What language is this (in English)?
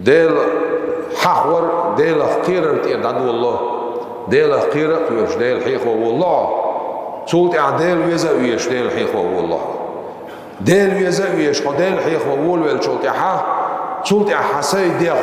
Chechen